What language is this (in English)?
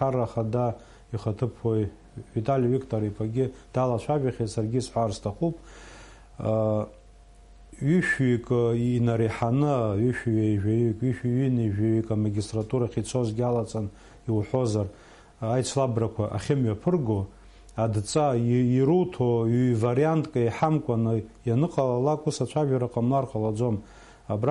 Abkhazian